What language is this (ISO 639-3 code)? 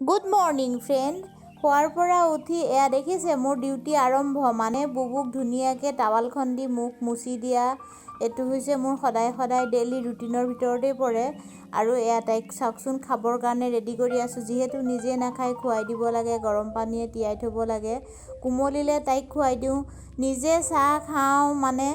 asm